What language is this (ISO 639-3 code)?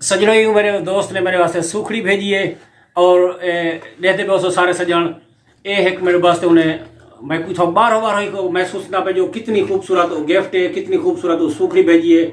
skr